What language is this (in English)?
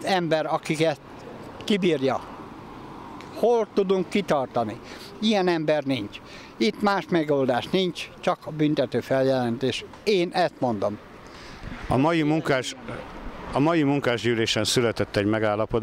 Hungarian